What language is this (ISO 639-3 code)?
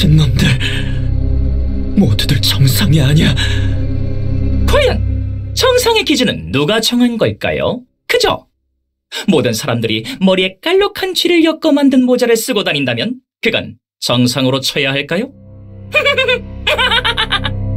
kor